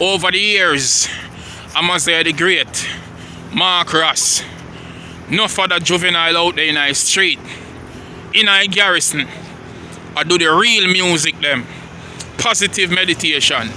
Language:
Jamaican Creole English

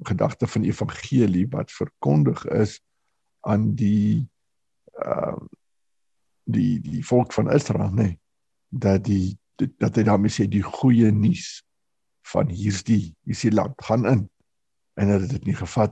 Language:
Afrikaans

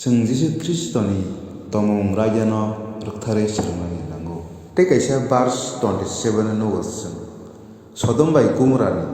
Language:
Kok Borok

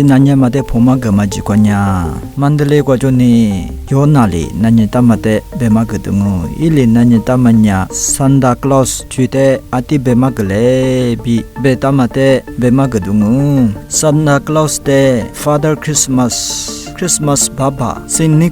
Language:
Lisu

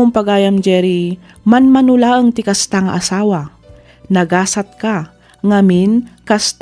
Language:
Iloko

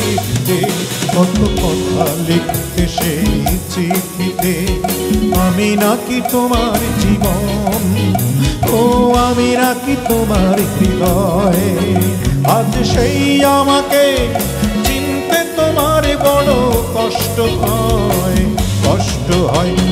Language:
Bangla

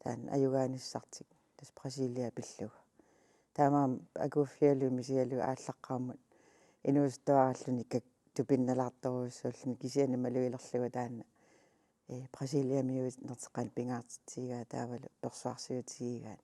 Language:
Kalaallisut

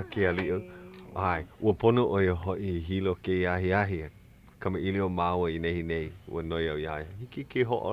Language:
Hawaiian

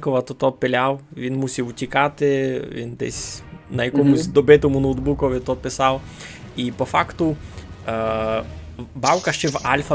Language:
Rusyn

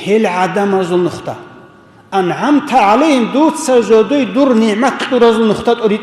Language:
Avaric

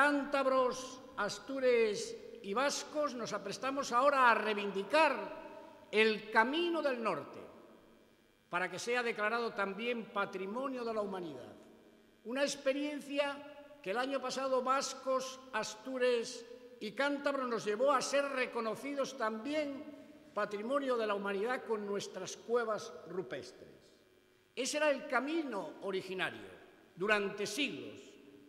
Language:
Spanish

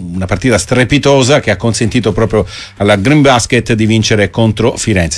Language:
Italian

